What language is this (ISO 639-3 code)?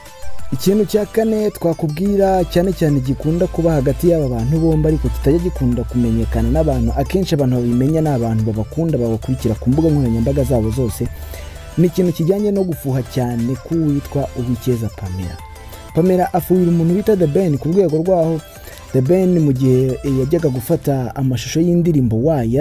kin